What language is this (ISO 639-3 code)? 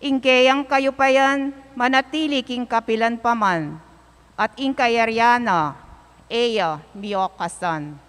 pam